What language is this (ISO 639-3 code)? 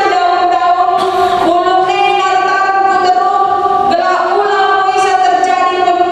btx